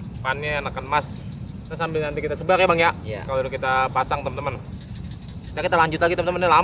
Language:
Betawi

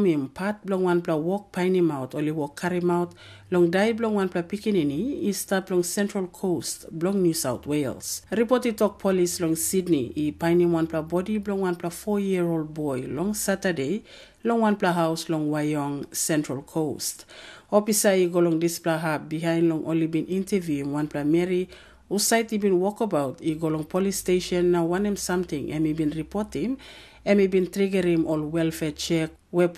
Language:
Tok Pisin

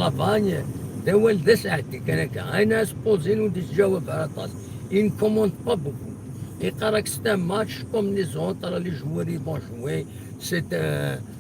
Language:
Kabyle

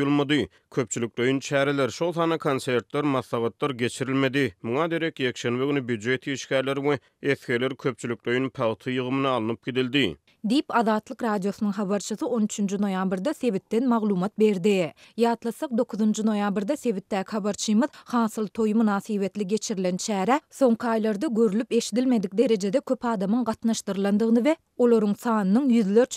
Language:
Turkmen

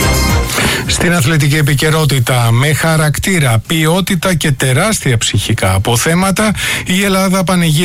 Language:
Greek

